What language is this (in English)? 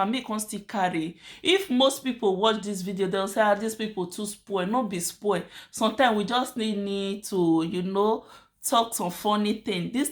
Nigerian Pidgin